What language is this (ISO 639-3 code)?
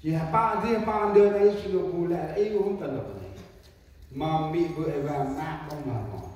cmo